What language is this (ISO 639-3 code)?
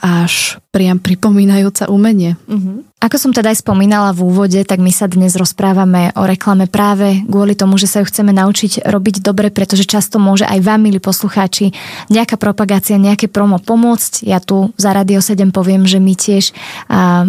slk